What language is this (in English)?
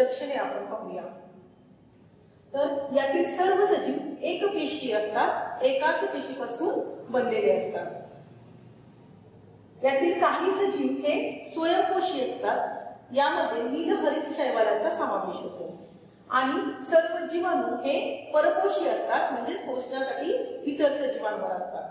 Marathi